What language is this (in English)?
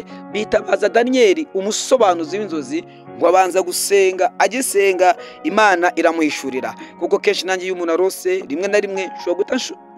Kinyarwanda